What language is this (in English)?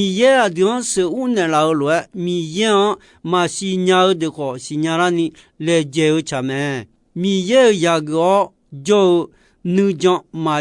Akha